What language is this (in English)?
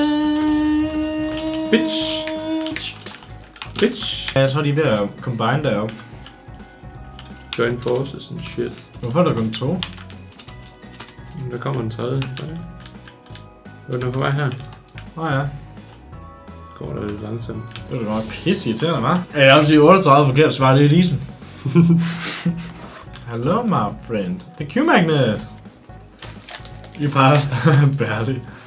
Danish